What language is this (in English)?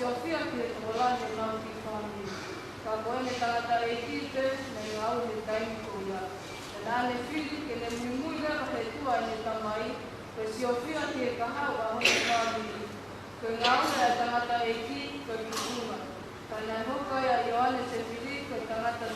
Tongan